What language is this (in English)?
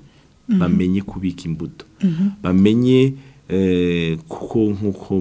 Rundi